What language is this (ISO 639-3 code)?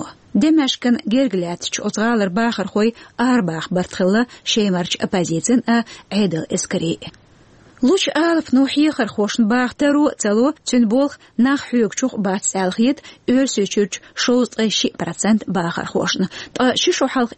che